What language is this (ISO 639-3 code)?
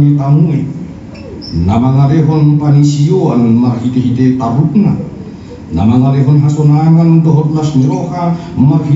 bbc